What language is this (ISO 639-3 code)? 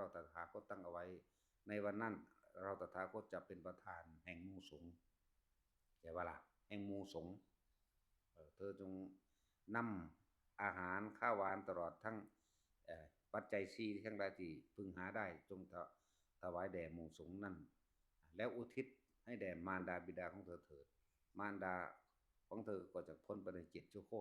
tts